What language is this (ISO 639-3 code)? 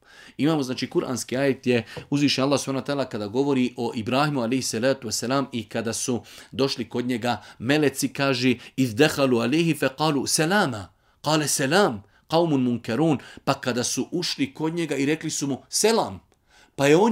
bos